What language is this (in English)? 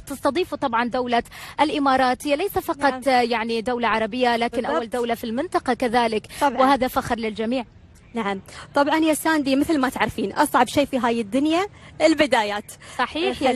Arabic